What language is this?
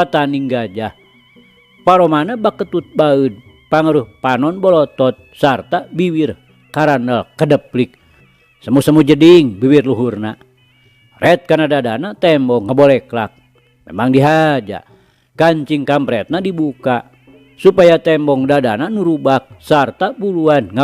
Sundanese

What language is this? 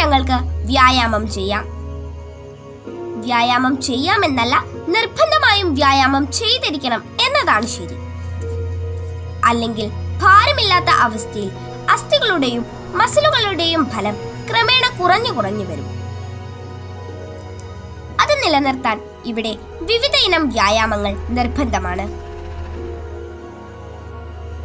Malayalam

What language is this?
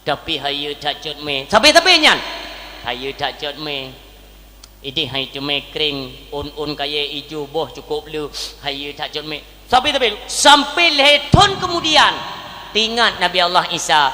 Achinese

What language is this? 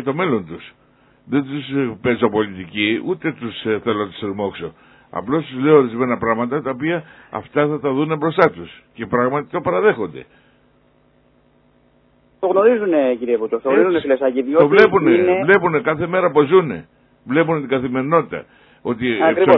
Greek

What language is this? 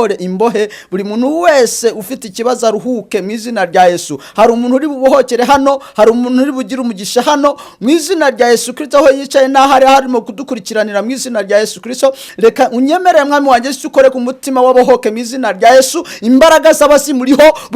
Kinyarwanda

